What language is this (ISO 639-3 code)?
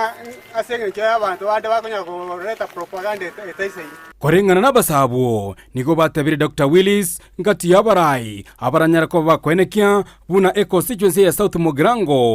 guz